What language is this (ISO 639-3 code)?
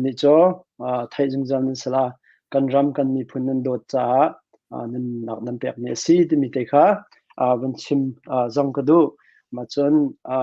cnh